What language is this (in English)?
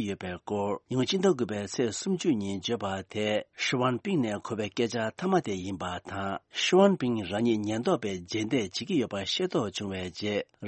Tibetan